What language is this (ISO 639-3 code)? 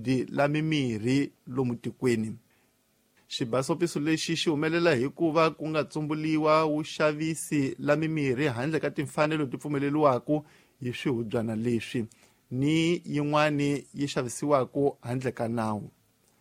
tso